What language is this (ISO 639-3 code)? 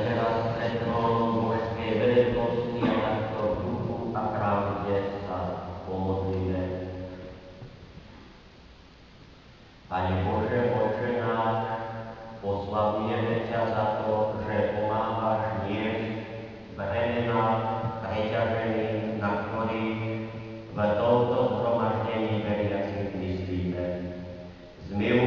slk